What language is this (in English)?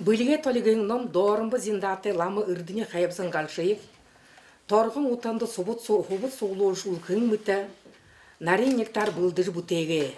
Buriat